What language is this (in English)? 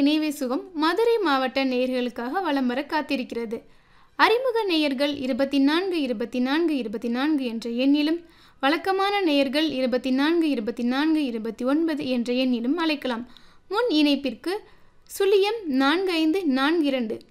Tamil